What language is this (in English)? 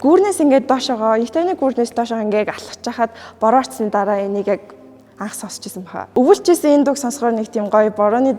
Mongolian